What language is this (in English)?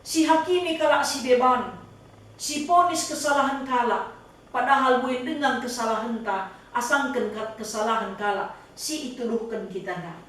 Batak Karo